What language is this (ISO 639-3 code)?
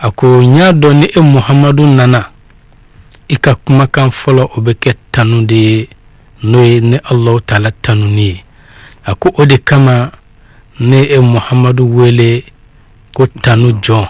bam